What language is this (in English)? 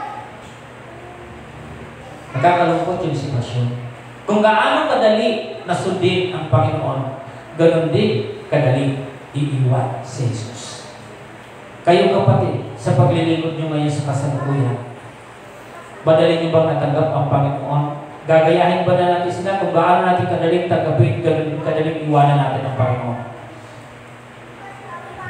Filipino